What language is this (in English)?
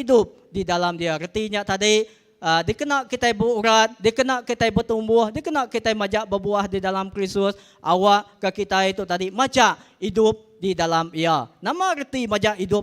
Iban